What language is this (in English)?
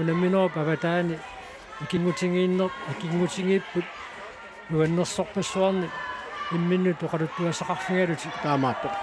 Kalaallisut